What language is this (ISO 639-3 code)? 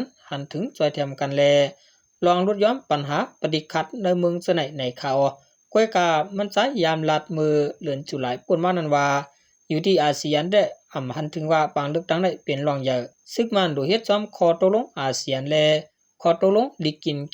shn